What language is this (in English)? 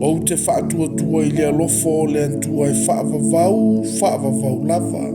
Samoan